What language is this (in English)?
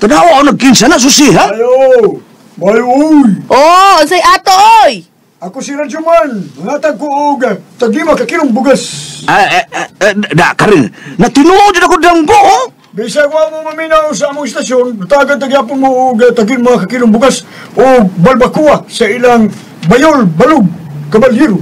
Cebuano